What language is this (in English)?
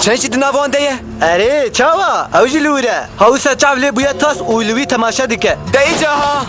Kurdish